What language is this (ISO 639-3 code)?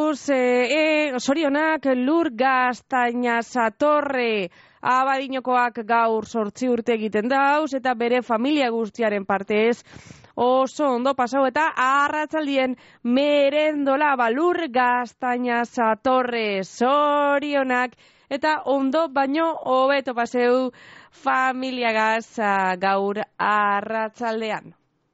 eus